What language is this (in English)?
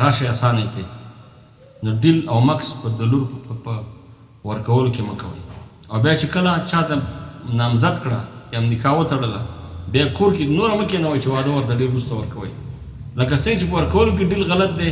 Pashto